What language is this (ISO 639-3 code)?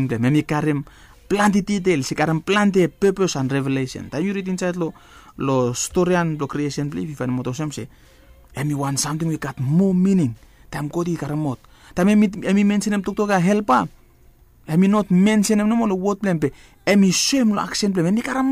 bis